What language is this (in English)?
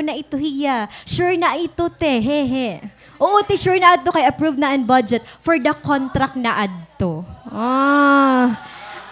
Waray